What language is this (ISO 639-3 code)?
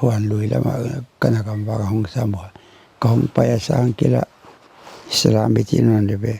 pck